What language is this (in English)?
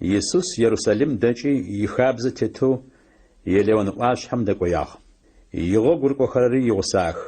Adyghe